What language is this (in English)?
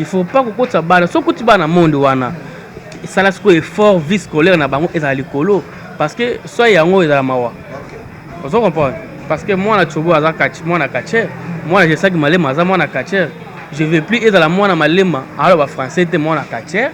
Lingala